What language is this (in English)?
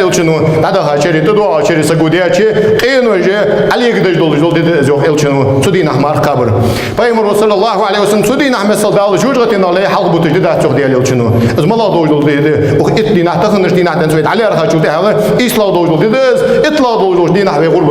Ingush